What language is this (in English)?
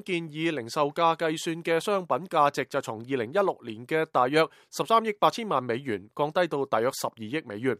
Cantonese